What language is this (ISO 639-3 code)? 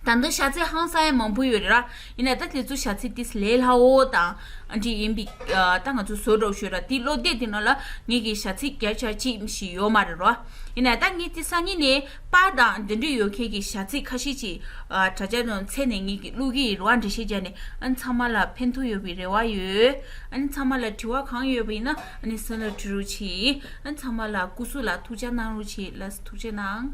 bod